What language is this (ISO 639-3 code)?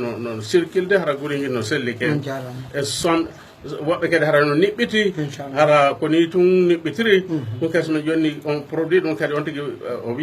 ful